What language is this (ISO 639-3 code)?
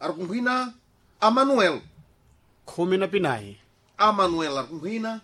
seh